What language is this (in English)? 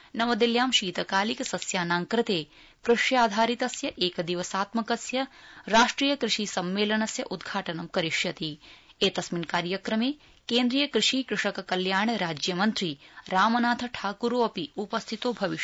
Sanskrit